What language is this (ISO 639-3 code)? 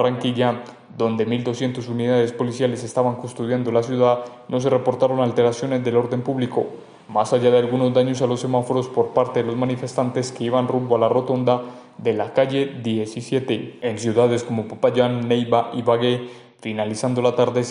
spa